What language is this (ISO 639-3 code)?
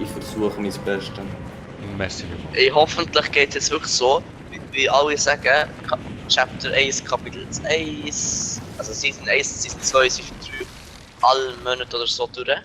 gsw